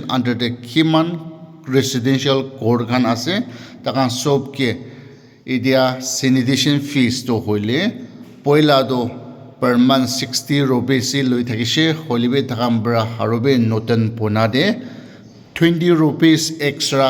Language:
Naga Pidgin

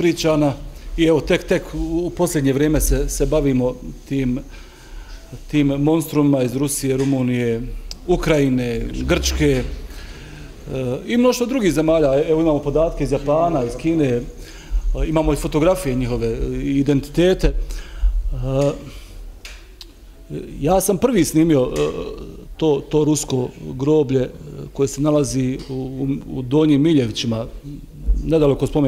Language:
Bosnian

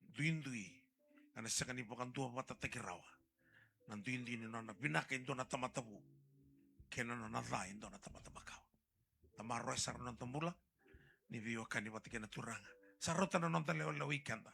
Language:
Fijian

